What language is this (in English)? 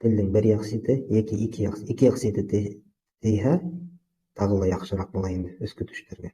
Bashkir